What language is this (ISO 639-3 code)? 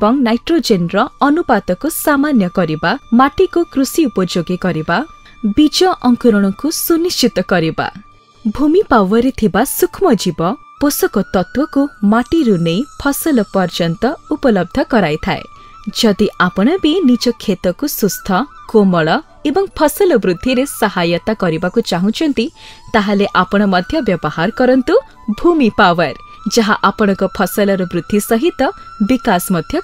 ori